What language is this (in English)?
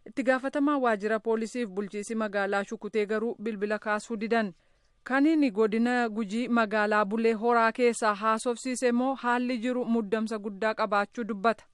Oromo